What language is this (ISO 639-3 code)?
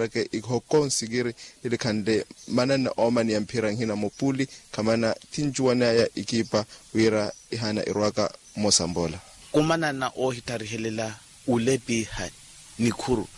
vmw